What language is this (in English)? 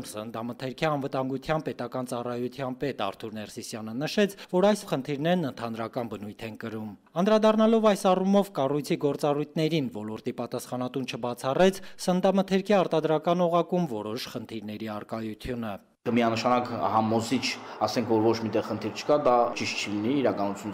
Armenian